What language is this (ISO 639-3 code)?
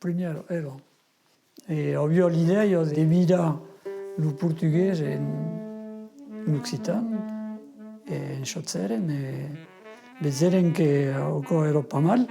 oci